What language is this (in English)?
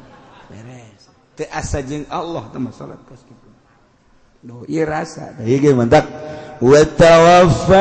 Sundanese